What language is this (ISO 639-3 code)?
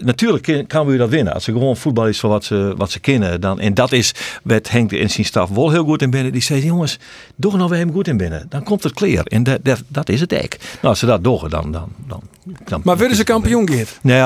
fry